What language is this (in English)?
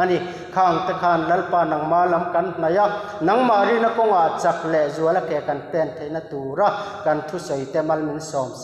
Mizo